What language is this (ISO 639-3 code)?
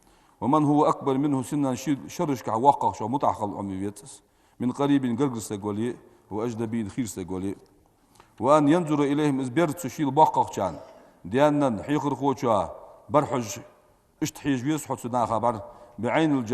inh